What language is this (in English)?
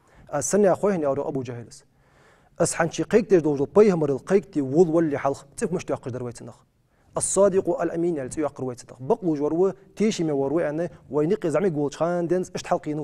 Ingush